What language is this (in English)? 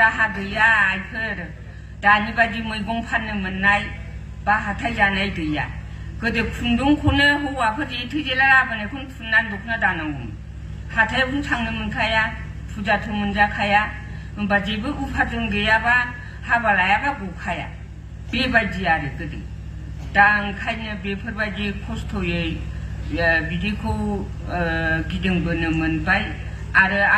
Bodo